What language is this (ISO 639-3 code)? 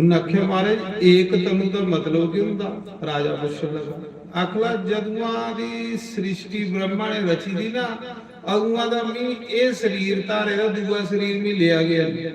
doi